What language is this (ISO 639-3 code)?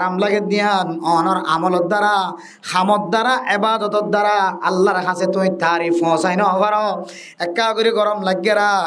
rhg